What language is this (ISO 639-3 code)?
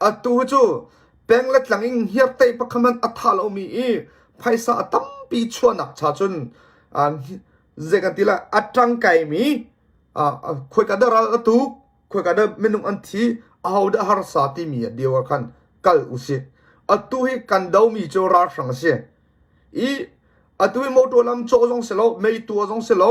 cnh